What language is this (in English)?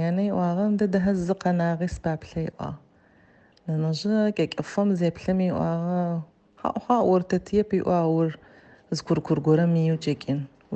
Adyghe